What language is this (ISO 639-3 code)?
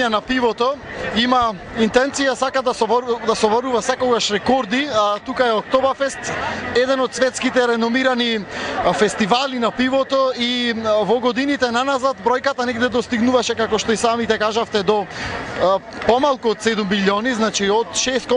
mkd